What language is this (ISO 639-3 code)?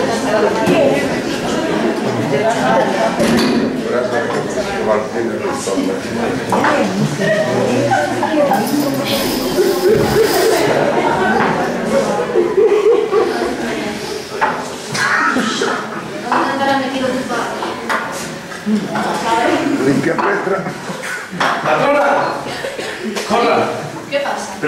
spa